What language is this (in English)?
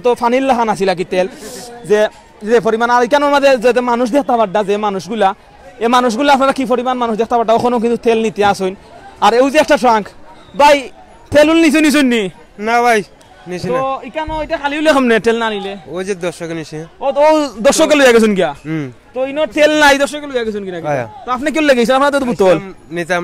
Sylheti